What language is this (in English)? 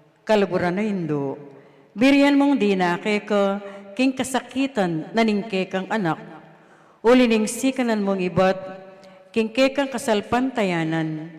Pampanga